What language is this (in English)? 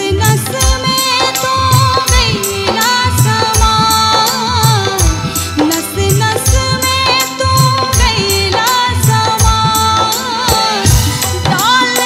Bhojpuri